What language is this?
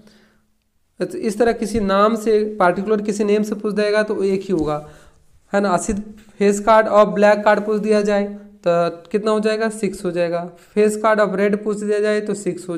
Hindi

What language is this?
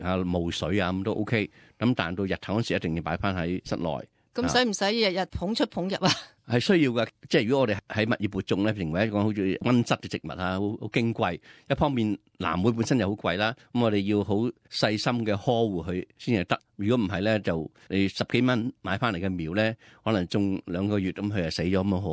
Cantonese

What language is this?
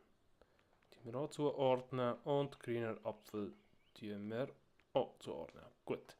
Swiss German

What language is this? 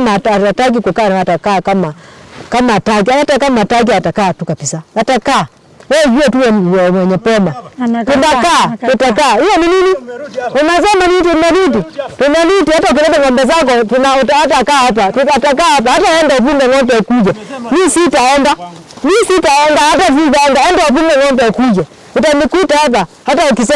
Swahili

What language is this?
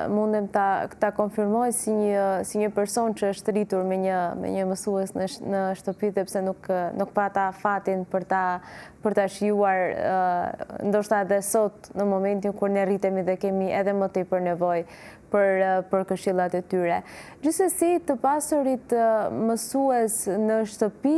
Albanian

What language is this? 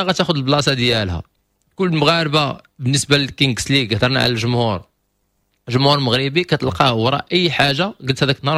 Moroccan Arabic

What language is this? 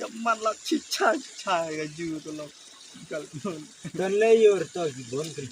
Khasi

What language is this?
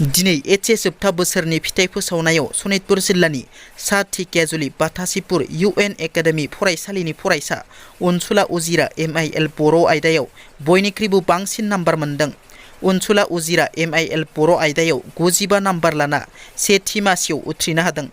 Bodo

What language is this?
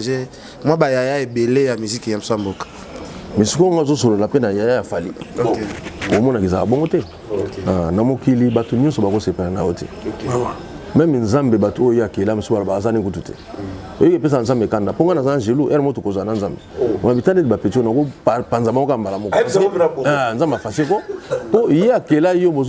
Lingala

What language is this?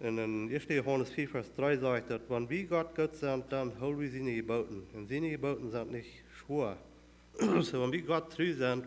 Plautdietsch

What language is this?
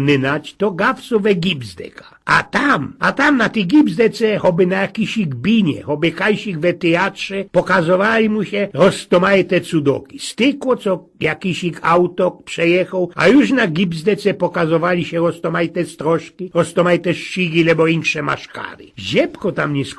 Silesian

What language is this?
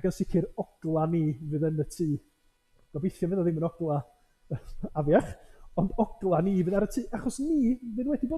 Welsh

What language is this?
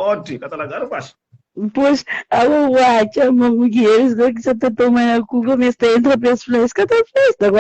Kabuverdianu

